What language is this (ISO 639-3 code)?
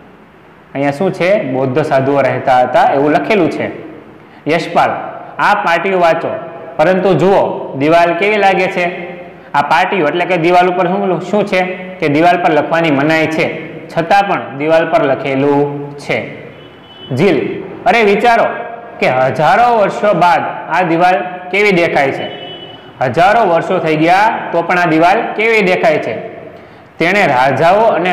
guj